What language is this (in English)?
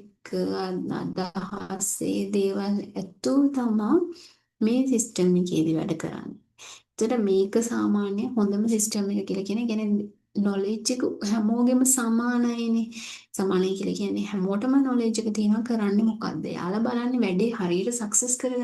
Sinhala